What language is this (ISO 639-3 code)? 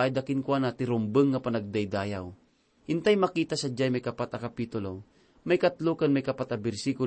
ilo